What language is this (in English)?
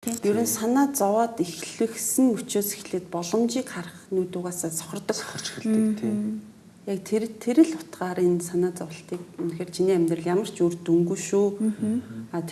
Mongolian